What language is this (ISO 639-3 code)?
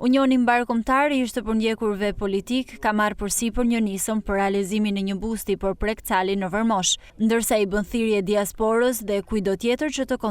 sqi